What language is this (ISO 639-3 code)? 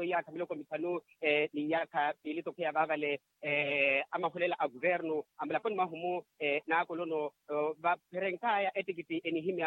vmw